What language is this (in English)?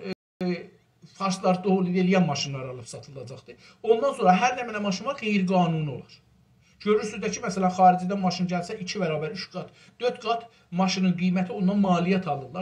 South Azerbaijani